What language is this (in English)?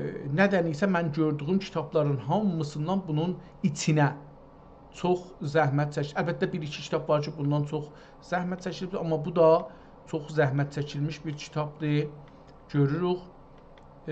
South Azerbaijani